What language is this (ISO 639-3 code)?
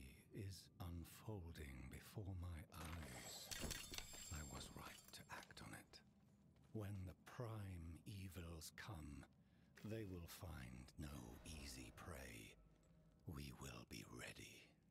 eng